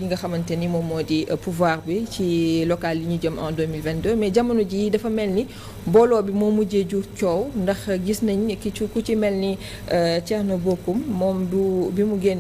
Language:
Wolof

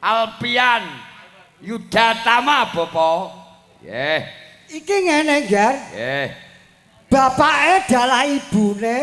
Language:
Javanese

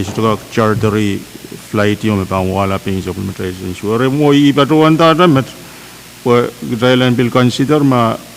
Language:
Pohnpeian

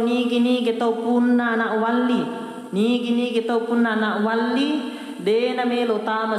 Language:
Buginese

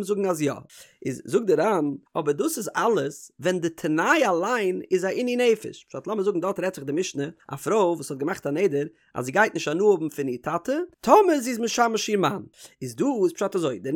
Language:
Yiddish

